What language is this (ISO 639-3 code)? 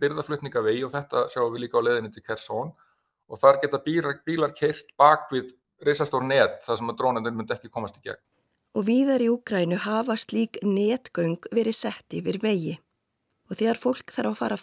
isl